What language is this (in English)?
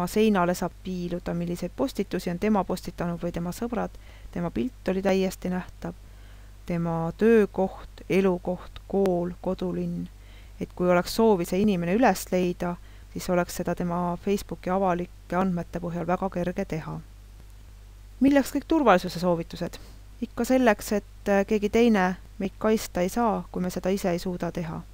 Estonian